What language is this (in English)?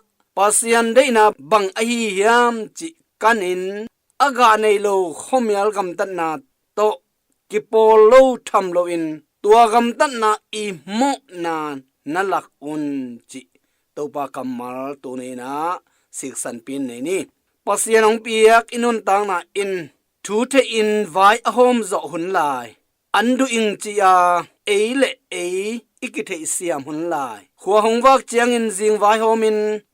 Tedim Chin